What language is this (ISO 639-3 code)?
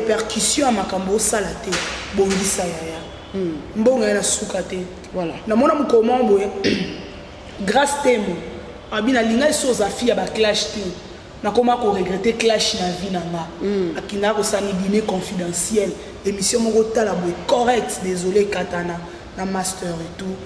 lin